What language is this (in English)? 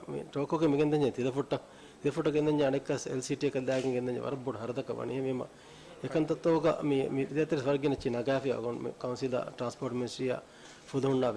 Divehi